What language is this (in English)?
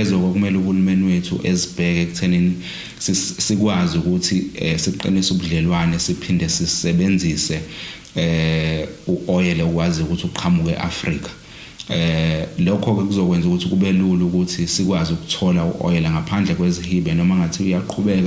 Zulu